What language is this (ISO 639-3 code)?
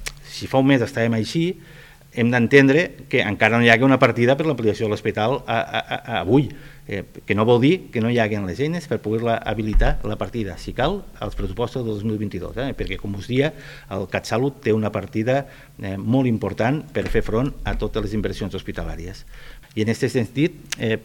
cat